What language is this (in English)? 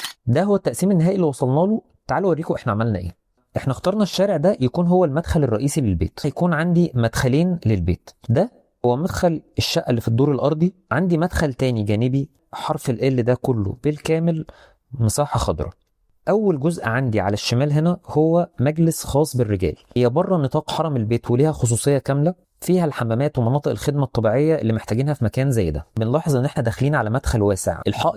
Egyptian Arabic